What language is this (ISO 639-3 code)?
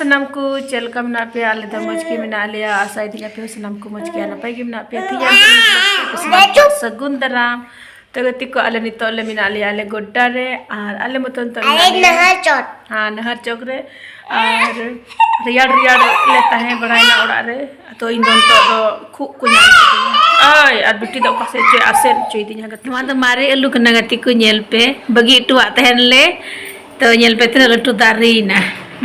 sat